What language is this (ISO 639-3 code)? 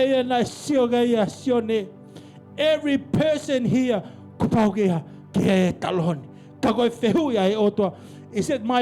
ton